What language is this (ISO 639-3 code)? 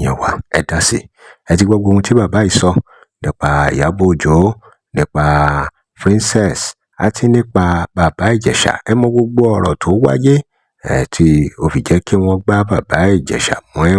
yor